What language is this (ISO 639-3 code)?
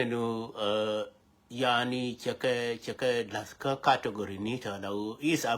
nus